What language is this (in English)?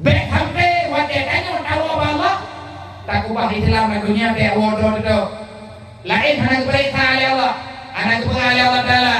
Achinese